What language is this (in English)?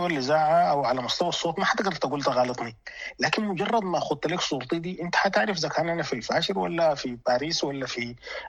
Sudanese Arabic